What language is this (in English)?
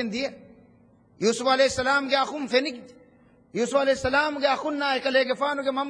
Divehi